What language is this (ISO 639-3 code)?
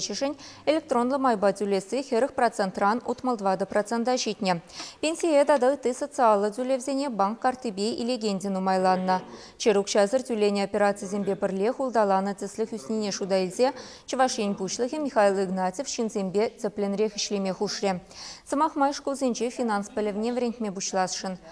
chv